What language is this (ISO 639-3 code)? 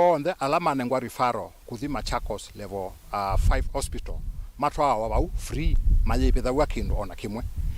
kam